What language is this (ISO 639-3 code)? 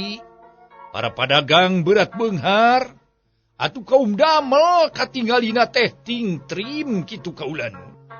sun